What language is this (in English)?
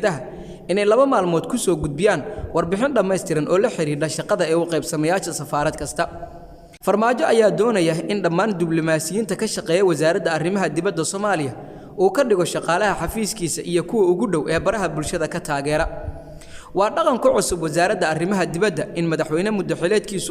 Somali